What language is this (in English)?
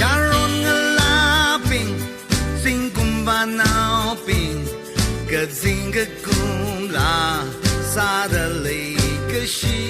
Tangkhul Naga (India)